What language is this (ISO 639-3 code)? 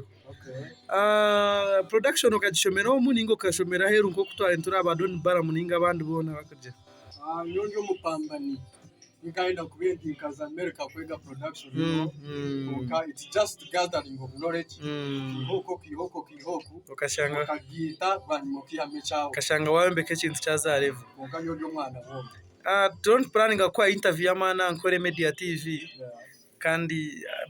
nyn